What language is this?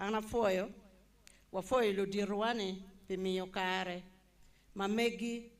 Acoli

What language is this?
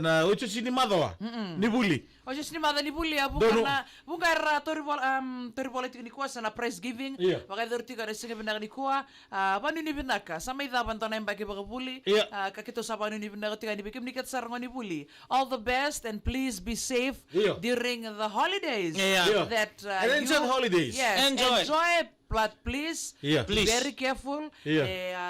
Fijian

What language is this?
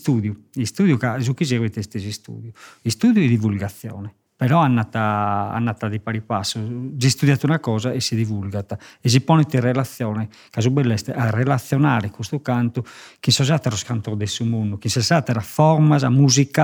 Sardinian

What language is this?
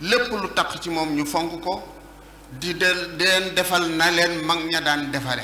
Wolof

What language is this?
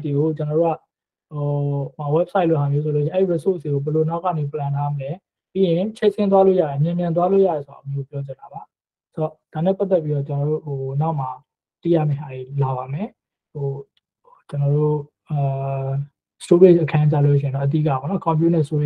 Burmese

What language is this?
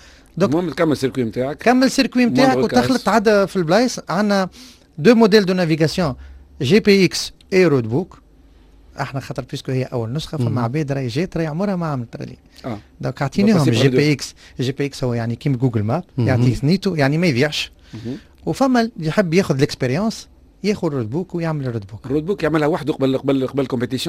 Tunisian Arabic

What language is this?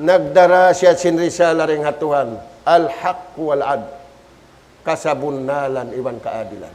Tausug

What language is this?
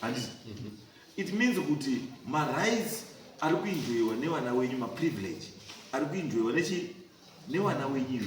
Shona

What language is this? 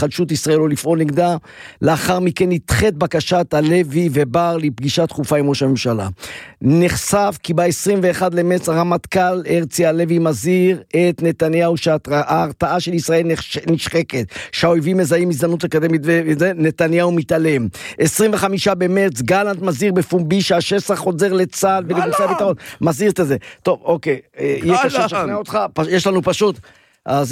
Hebrew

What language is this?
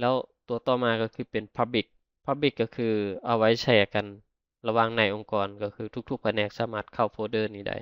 Lao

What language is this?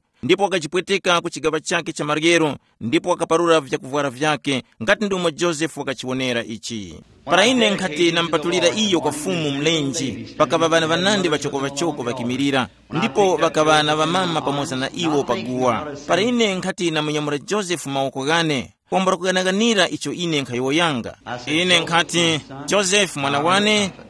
Tumbuka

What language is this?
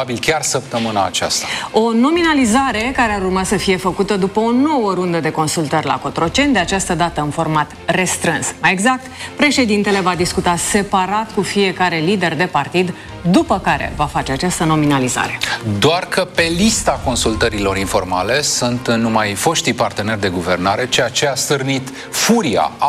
Romanian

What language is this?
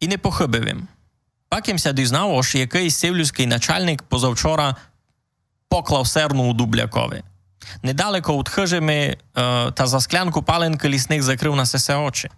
Rusyn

